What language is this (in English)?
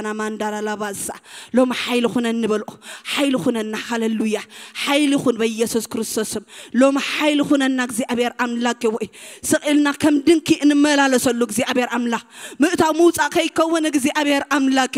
Tigrinya